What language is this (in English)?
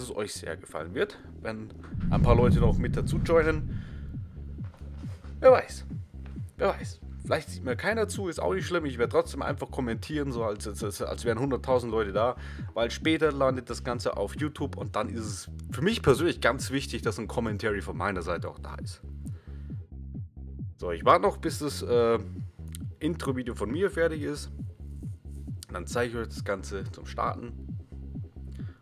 German